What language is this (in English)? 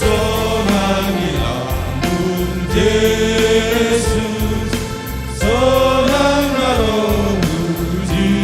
Batak Simalungun